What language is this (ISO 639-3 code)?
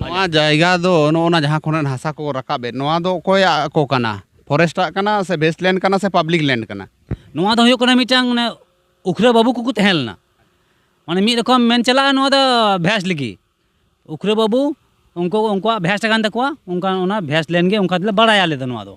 sat